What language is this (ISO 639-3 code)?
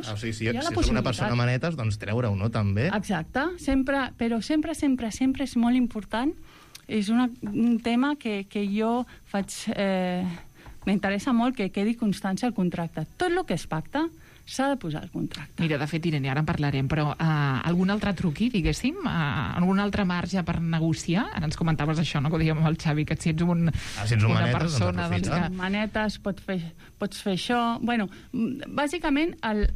cat